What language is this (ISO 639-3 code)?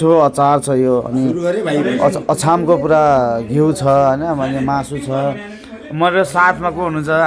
nep